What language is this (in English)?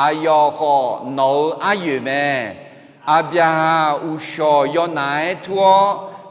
Akha